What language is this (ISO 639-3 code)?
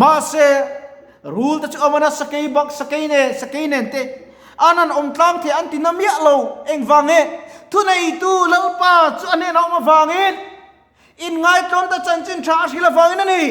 lus